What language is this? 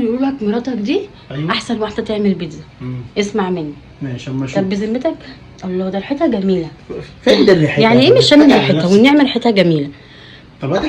Egyptian Arabic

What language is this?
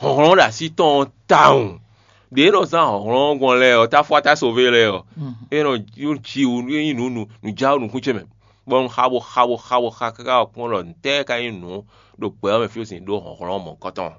Fon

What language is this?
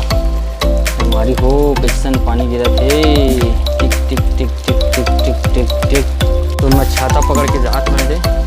Chhattisgarhi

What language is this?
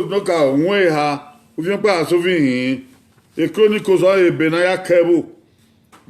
Bini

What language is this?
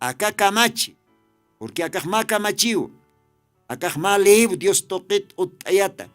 Aymara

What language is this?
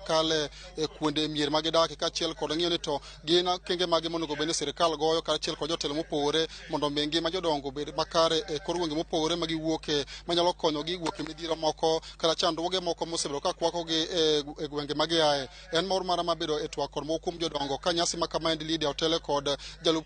Luo (Kenya and Tanzania)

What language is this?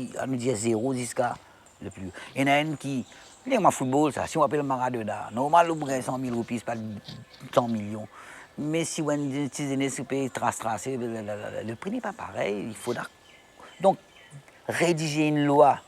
Morisyen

